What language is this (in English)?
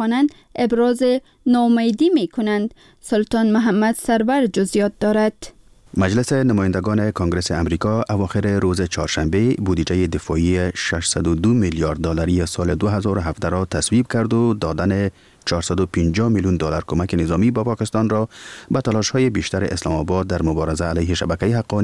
Persian